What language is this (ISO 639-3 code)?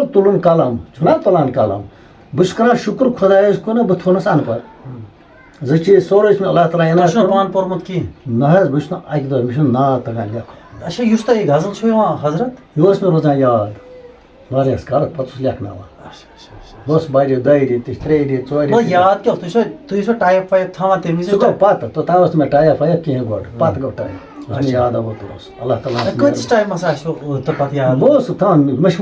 kas